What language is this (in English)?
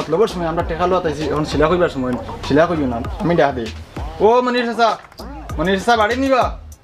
Sylheti